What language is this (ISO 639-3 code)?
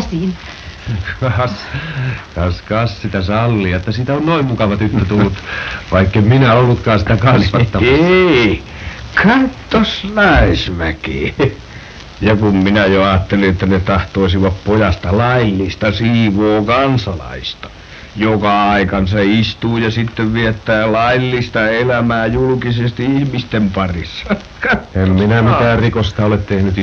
fin